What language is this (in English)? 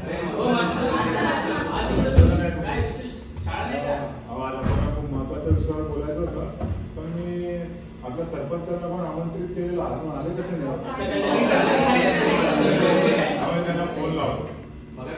Marathi